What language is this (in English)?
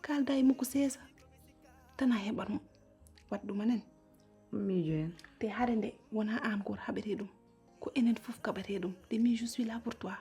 Fula